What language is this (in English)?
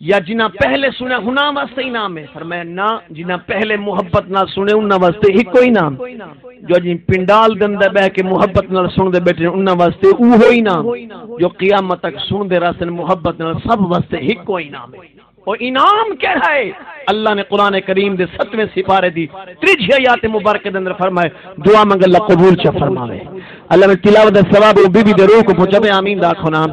Saraiki